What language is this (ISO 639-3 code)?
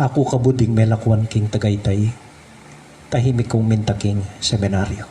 pam